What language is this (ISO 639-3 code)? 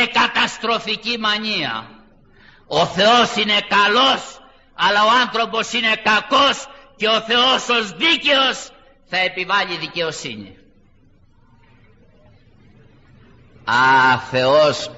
ell